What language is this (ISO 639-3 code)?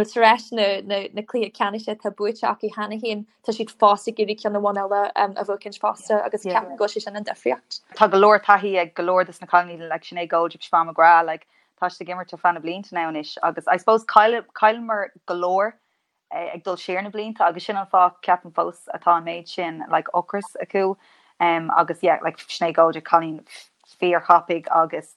gle